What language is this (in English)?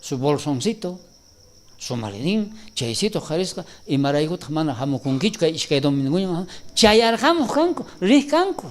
South Bolivian Quechua